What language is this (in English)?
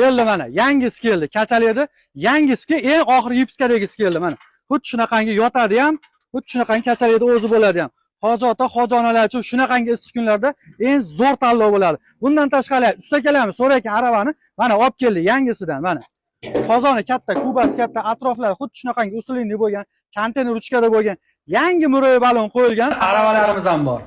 Uzbek